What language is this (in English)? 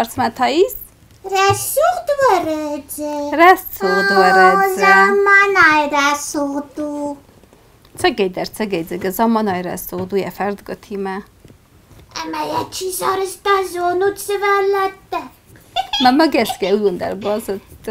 Ossetic